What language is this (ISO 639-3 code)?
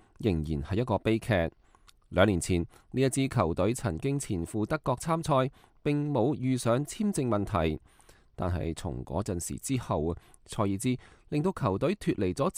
yue